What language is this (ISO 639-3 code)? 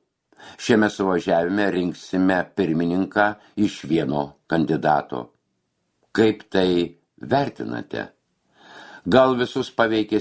lit